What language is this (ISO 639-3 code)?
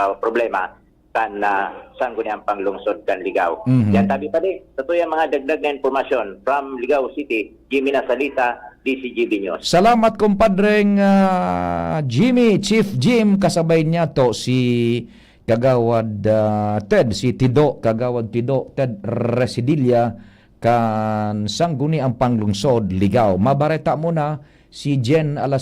bik